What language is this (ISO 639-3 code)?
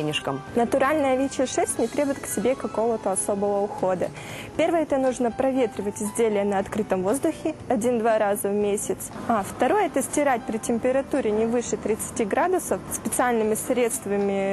rus